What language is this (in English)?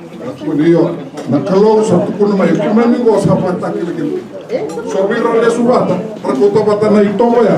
Fijian